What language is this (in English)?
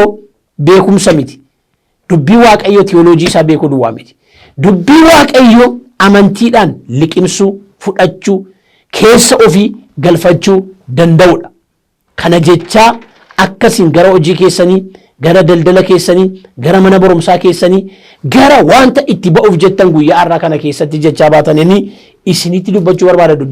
Oromo